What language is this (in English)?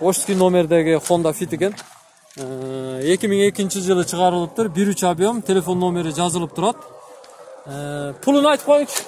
Kyrgyz